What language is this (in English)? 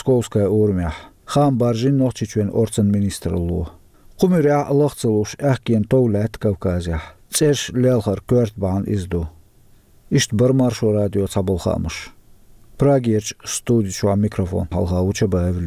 Chechen